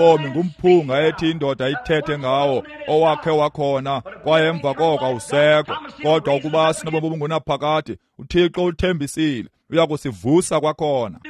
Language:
Xhosa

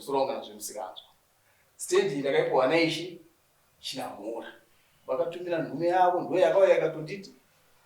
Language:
Shona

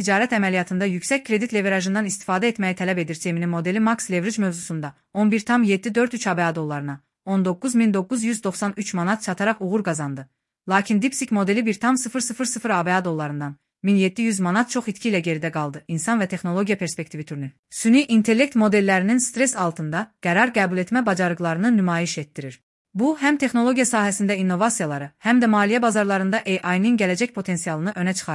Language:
Azerbaijani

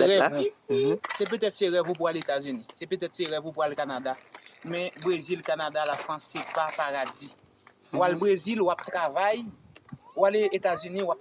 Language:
Haitian Creole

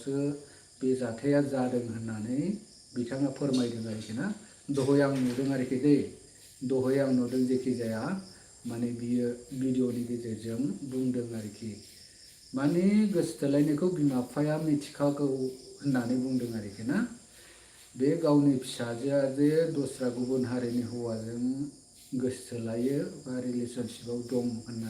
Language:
Bodo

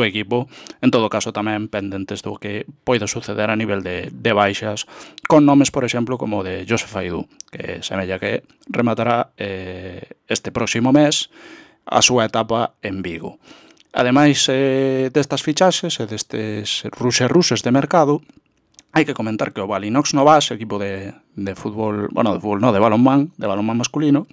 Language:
Galician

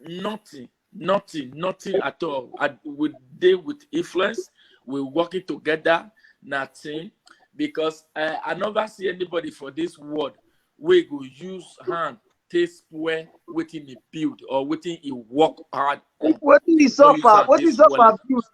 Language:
Nigerian Pidgin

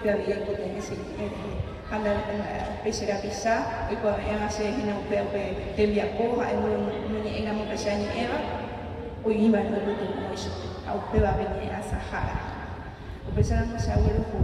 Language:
Guarani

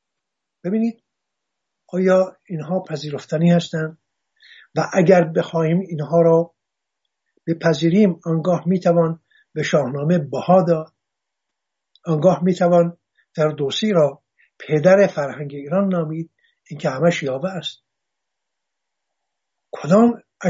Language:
Persian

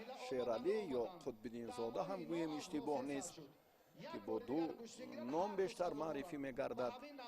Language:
Tajik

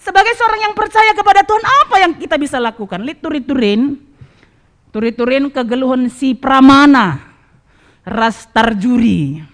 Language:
Batak Karo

